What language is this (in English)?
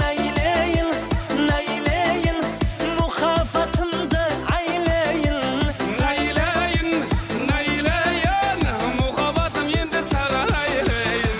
Kara-Kalpak